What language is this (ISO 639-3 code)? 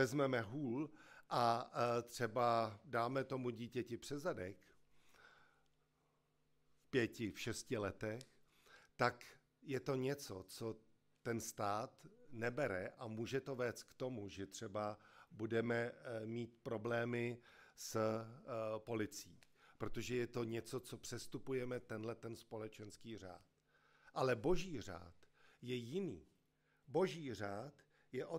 ces